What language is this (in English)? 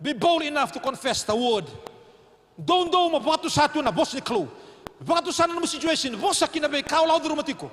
Fijian